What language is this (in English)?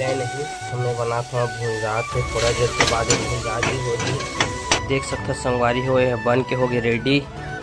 Chhattisgarhi